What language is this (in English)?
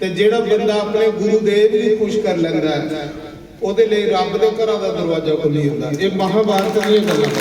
Dogri